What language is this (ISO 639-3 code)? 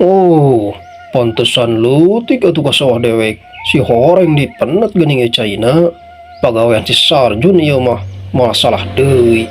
sun